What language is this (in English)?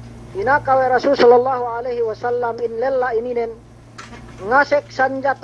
Yakan